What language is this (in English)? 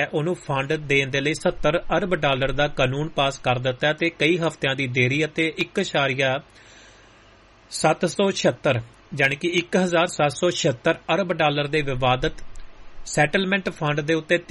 Punjabi